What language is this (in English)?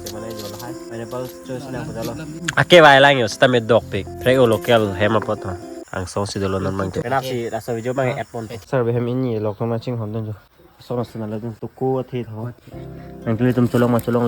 Karbi